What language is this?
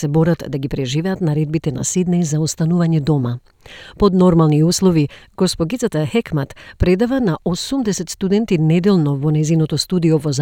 Macedonian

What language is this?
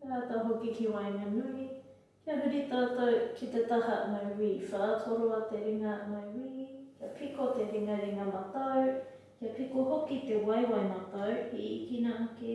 Māori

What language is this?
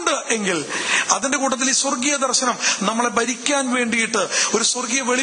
Malayalam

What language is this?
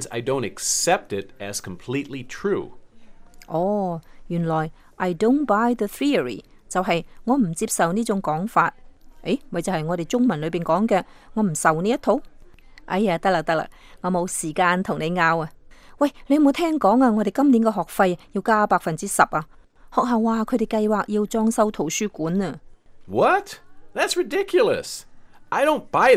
Cantonese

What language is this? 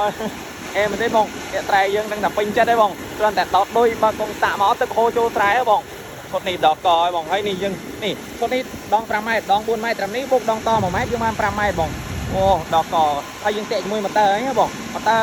Khmer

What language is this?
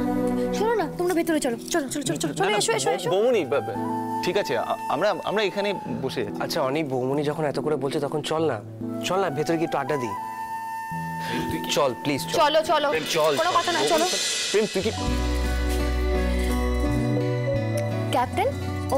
Bangla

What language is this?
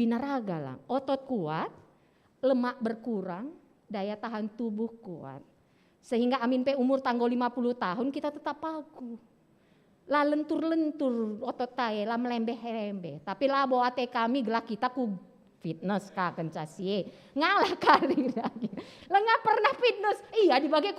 Batak Karo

